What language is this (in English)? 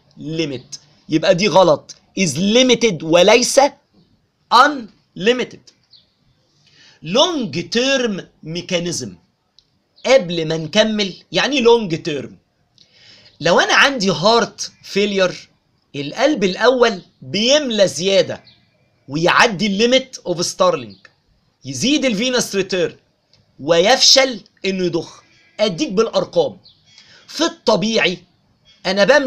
Egyptian Arabic